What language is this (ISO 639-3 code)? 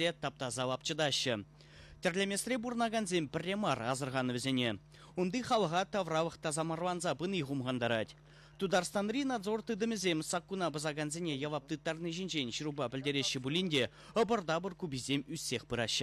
chv